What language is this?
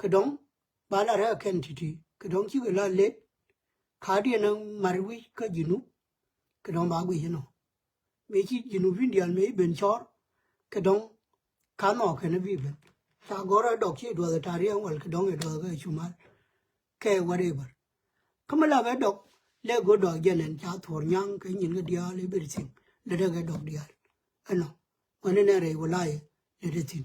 Nuer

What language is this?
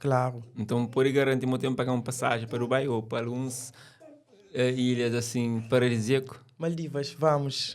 Kabuverdianu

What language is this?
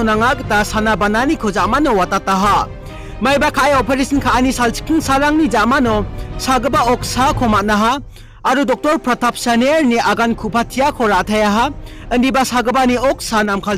Garo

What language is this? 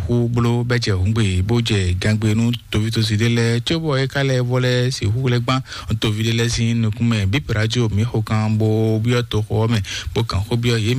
Fon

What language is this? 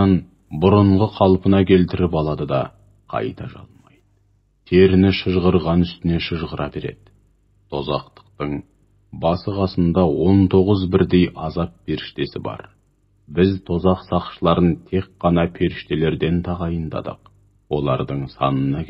Kazakh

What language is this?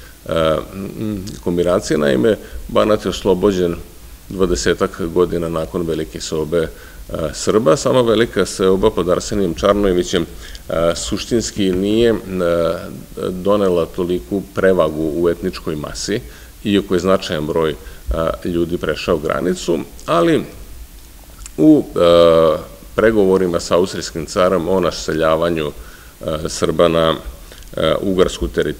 Serbian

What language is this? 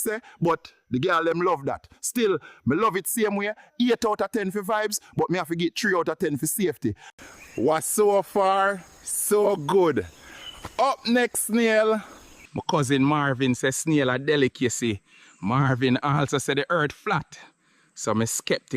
Jamaican Creole English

